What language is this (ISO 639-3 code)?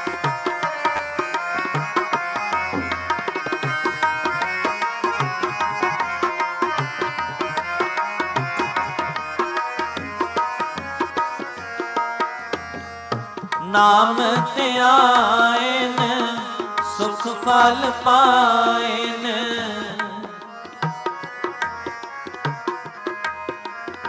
pan